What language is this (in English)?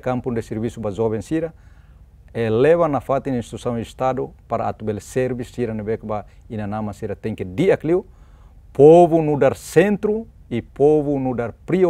Tetum